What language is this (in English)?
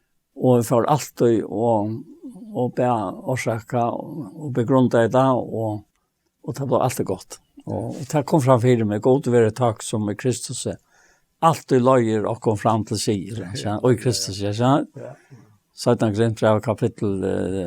Faroese